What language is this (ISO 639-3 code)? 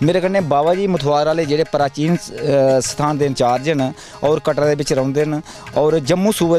doi